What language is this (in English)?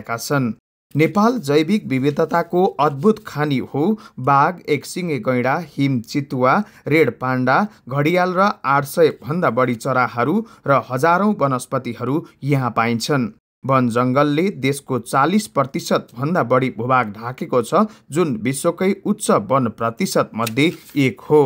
Nepali